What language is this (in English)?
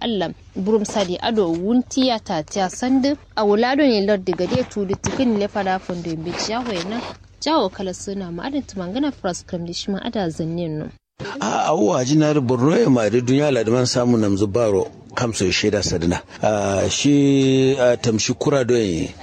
Kanuri